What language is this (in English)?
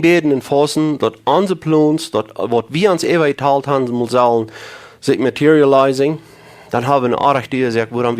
Plautdietsch